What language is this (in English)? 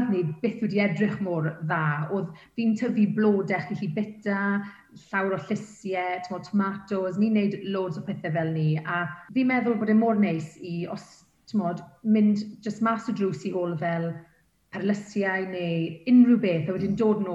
Welsh